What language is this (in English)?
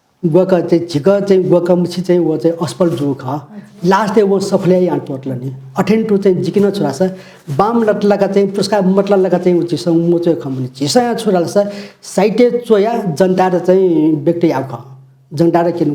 Newari